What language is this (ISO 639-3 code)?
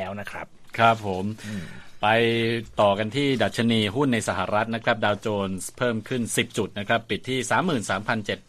tha